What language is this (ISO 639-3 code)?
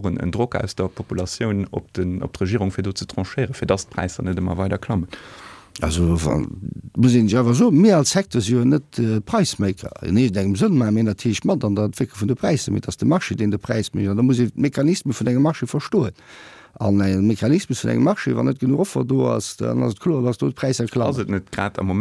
ltz